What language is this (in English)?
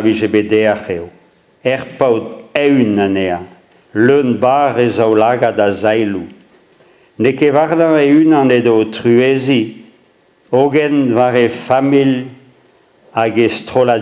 Breton